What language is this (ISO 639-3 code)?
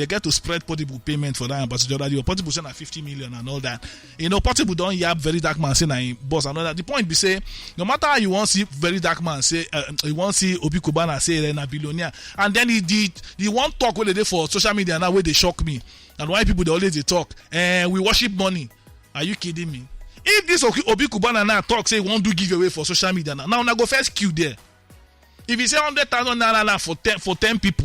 pcm